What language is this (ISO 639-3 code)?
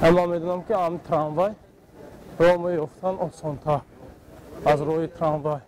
tgk